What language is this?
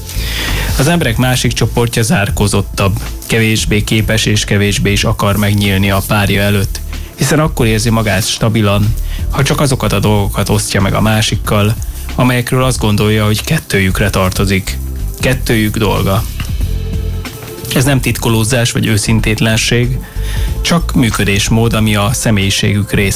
Hungarian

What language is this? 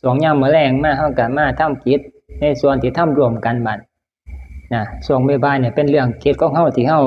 Northeastern Thai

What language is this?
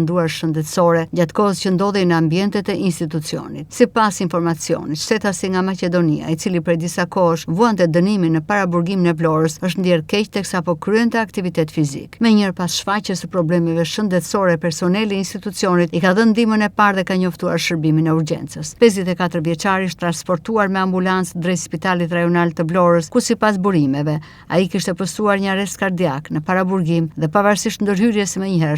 Albanian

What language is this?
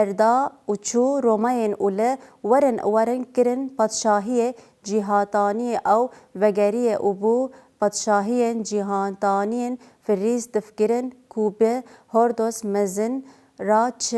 Kurdish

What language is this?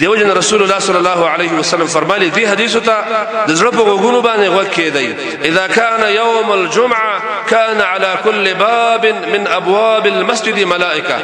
Pashto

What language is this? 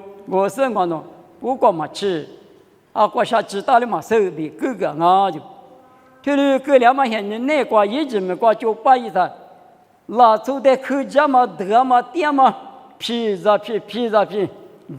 Lisu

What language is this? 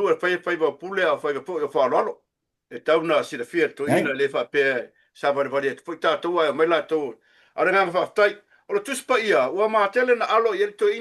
Samoan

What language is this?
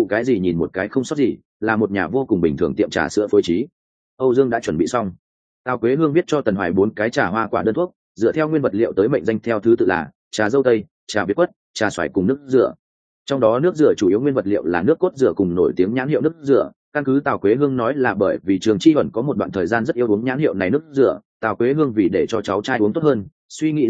Vietnamese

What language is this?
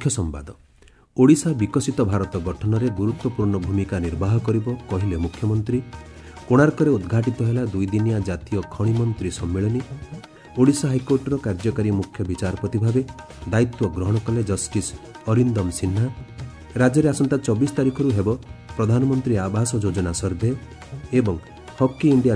Odia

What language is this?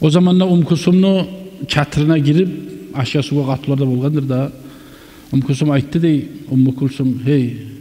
Kumyk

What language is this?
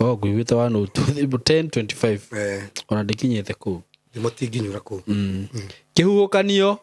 Kikuyu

